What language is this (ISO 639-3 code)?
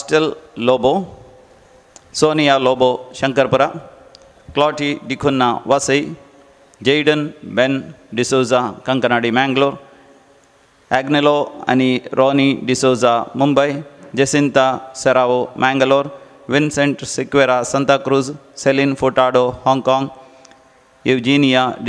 kok